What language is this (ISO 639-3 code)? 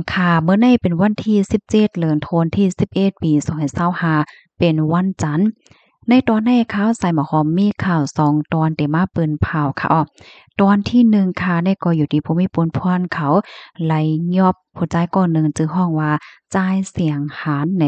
shn